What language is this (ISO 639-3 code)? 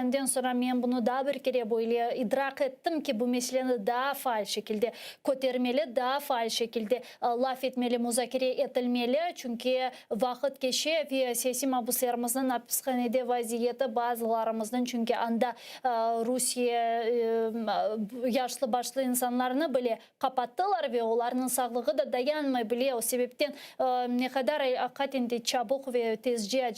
crh